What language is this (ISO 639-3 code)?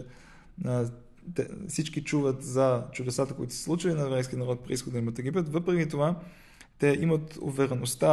bul